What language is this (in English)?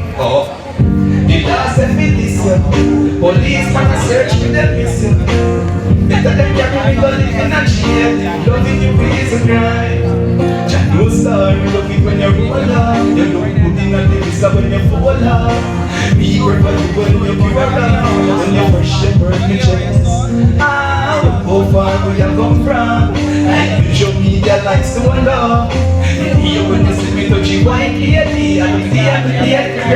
Jamaican Creole English